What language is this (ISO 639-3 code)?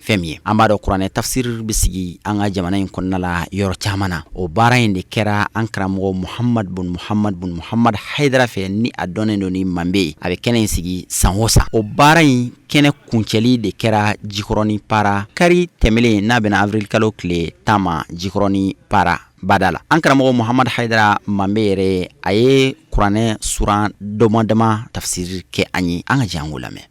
bam